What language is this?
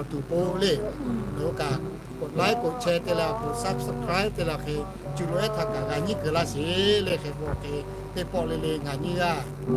Lahu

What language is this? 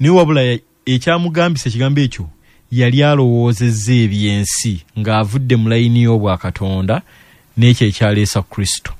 Ganda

